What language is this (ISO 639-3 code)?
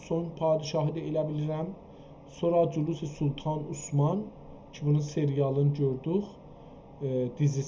azb